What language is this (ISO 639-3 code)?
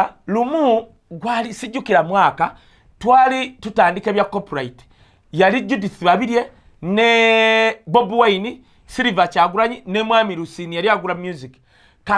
lug